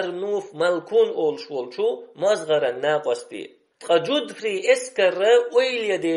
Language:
Chechen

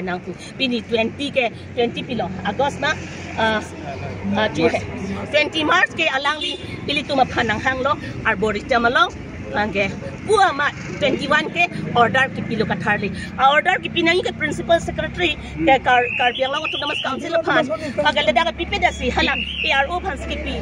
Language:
Karbi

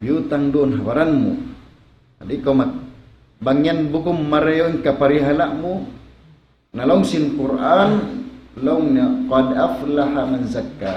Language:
Tausug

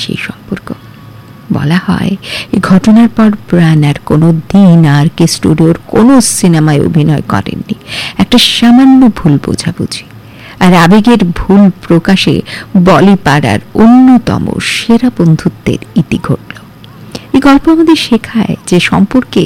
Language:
Bangla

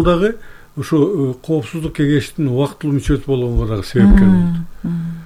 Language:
Kyrgyz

